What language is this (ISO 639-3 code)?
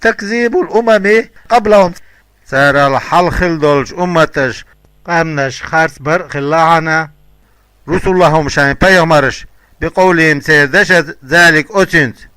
che